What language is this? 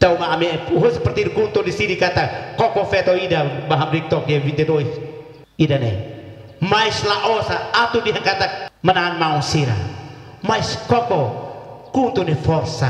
Tetum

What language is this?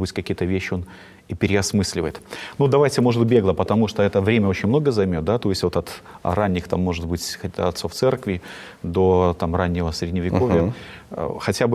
Russian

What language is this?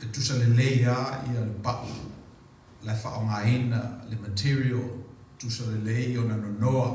Samoan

